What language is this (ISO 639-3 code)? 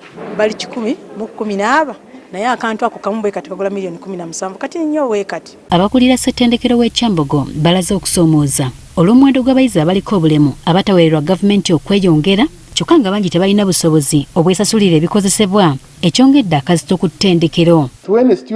lug